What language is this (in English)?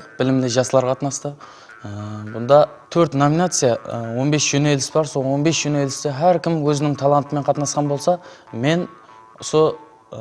Kara-Kalpak